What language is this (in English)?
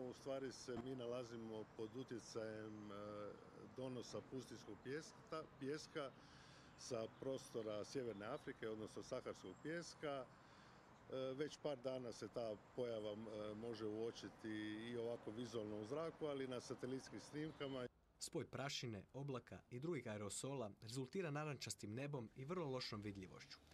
Croatian